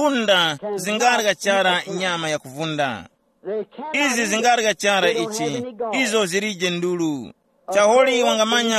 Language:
Tumbuka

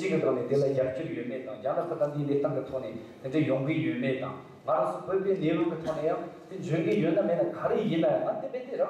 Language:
Tibetan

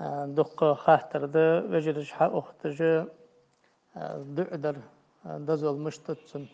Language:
Ingush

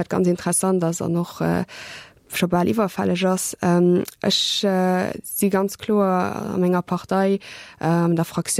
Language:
Luxembourgish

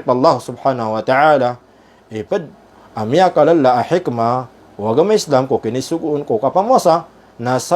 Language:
Maranao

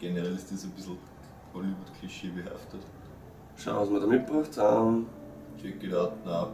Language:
Bavarian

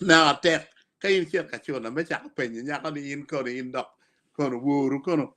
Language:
Acoli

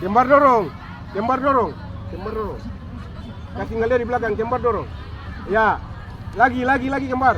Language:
Ambonese Malay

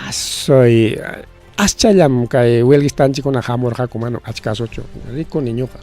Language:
Ayacucho Quechua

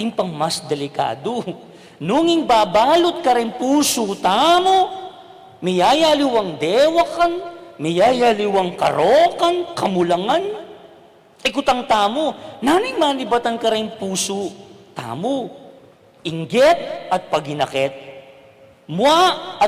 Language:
Pampanga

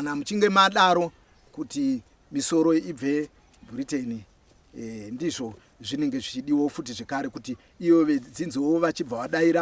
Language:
Shona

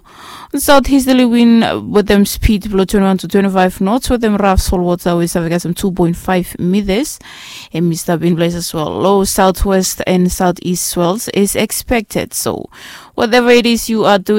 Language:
Bislama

